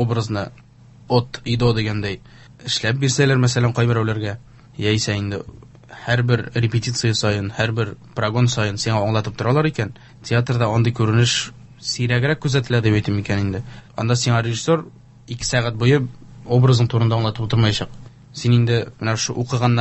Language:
Tatar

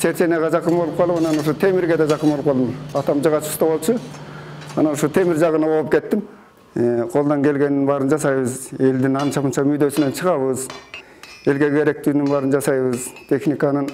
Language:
Kyrgyz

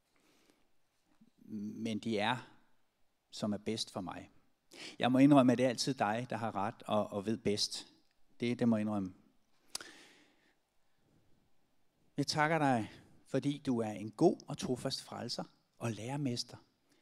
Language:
Danish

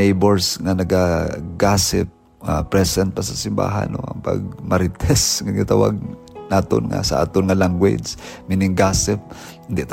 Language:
Hiligaynon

